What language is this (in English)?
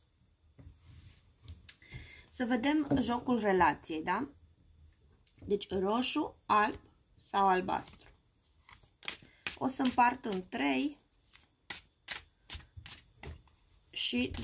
Romanian